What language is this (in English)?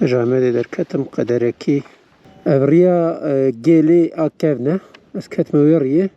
Kurdish